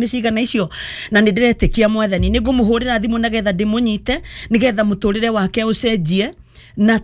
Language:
Kikuyu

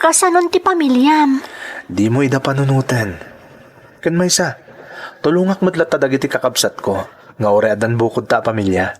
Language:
Iloko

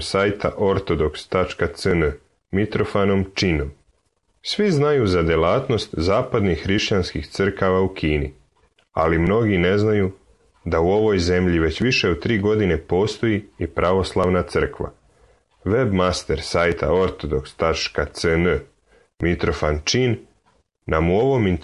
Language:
Serbian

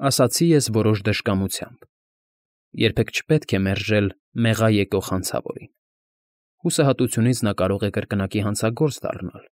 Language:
Armenian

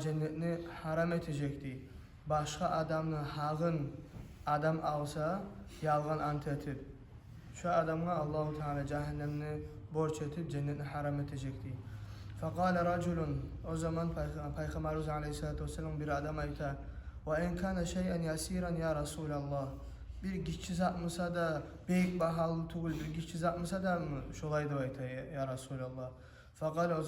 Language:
Kumyk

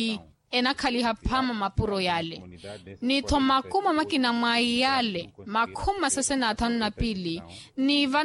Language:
Makhuwa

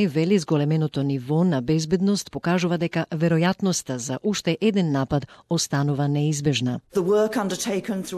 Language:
Macedonian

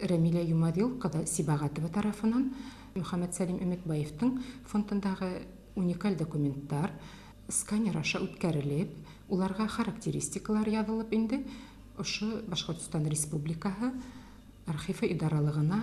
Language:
Bashkir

